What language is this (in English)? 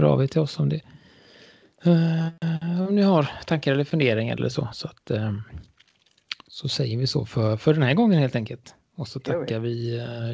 Swedish